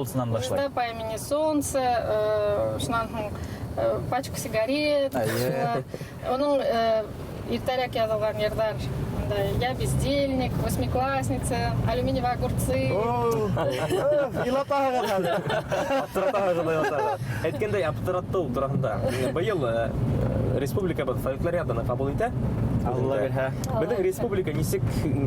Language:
Bashkir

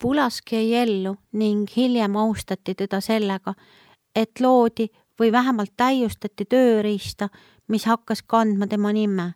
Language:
Estonian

